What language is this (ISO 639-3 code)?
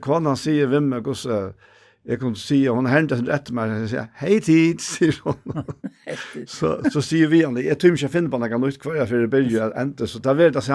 fao